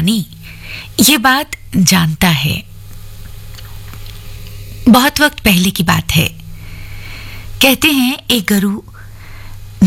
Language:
Hindi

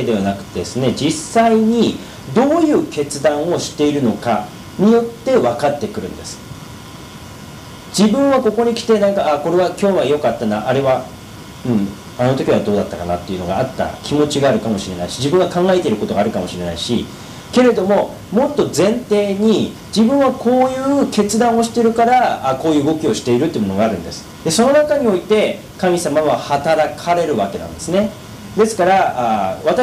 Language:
Japanese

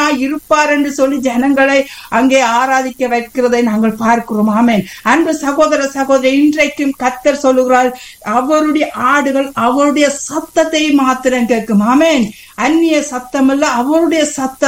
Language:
Tamil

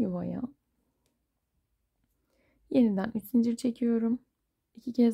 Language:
Turkish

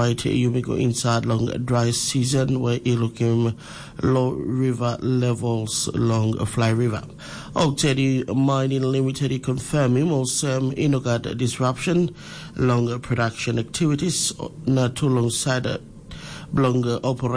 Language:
Tok Pisin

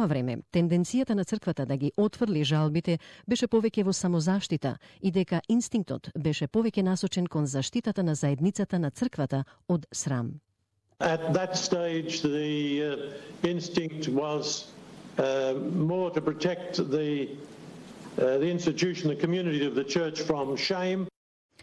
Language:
Macedonian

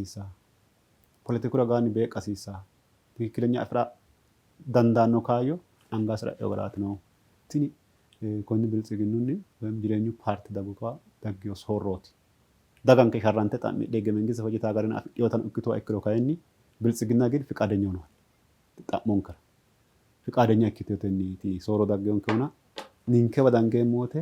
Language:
Sidamo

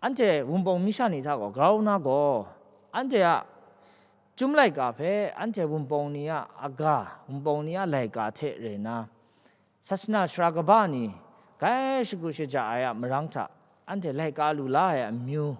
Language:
Kachin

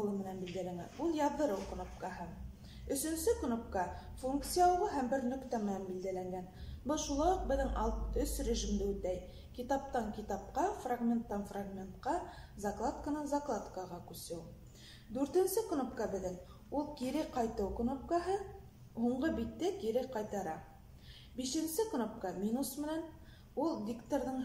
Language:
Bashkir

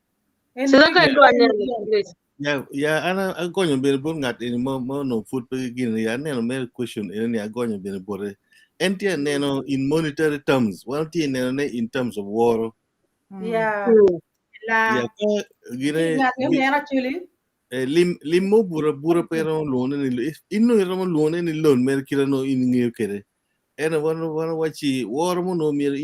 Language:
Acoli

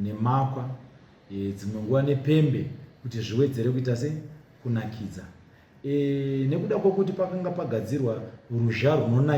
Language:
Shona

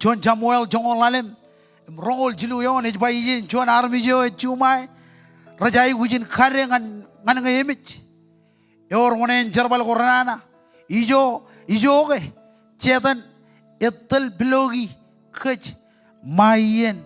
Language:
Marshallese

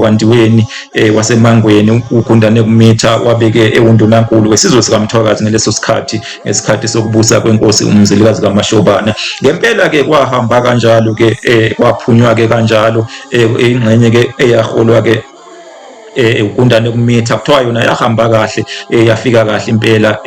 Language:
Zulu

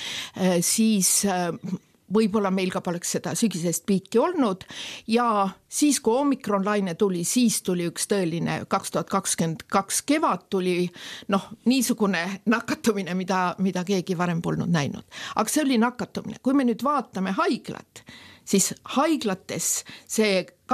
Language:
Estonian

